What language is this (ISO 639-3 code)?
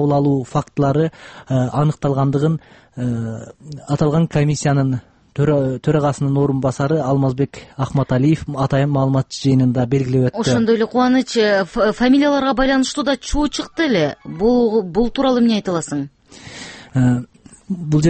kir